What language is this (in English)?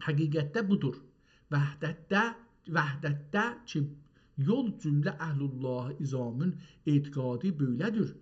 South Azerbaijani